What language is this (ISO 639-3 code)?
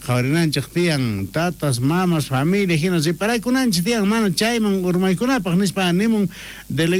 quh